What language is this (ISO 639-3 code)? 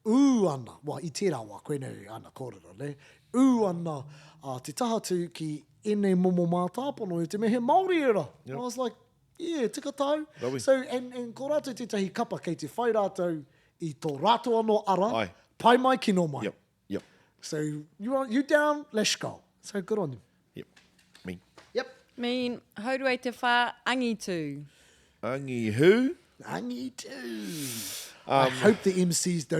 mri